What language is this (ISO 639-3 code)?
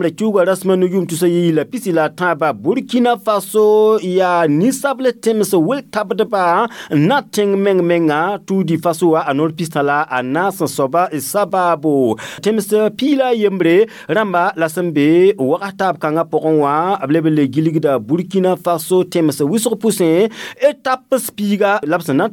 mos